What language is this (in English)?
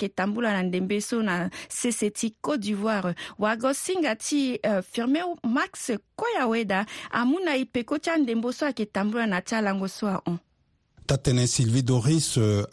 Sango